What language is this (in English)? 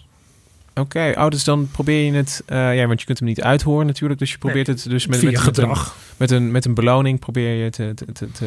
Dutch